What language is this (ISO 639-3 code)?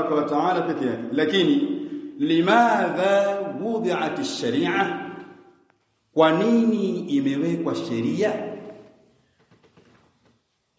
swa